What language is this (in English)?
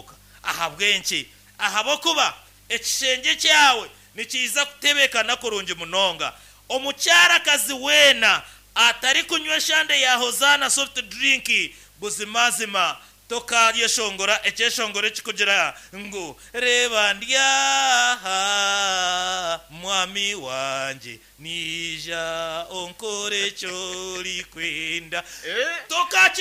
Nyankole